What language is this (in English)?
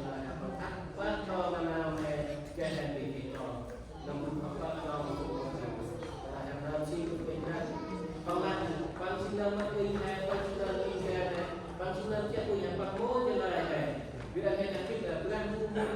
Central Mnong